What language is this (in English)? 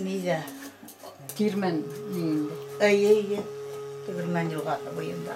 Bashkir